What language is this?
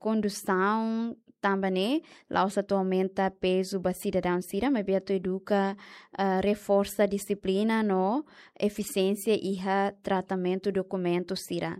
Tetum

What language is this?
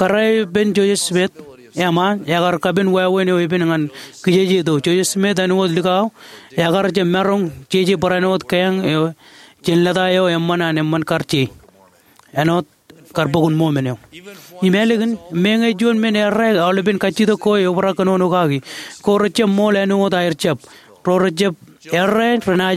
Marshallese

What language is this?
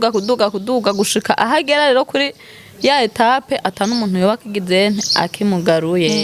Rundi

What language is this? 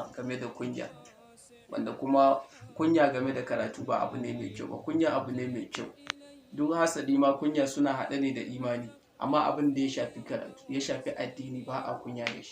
Hausa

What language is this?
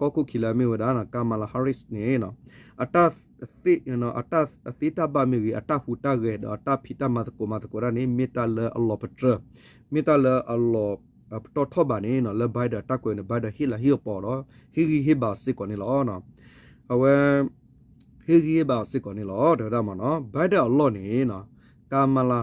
S'gaw Karen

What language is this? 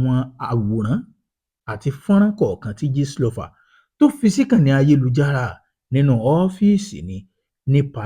Yoruba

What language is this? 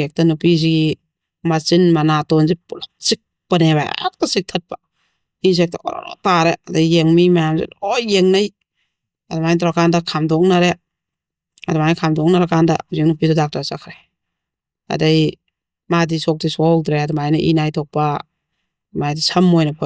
Manipuri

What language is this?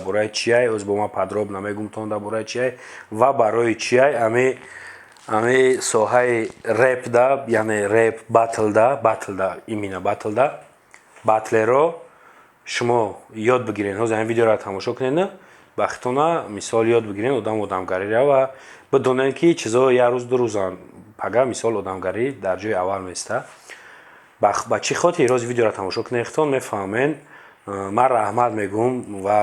Tajik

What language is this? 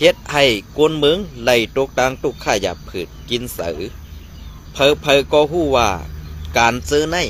Shan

